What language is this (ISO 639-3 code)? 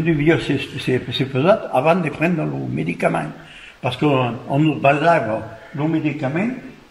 oci